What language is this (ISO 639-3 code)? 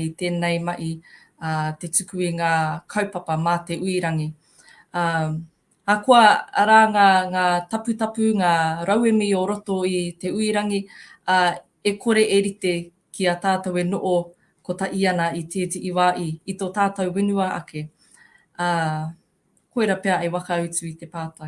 mri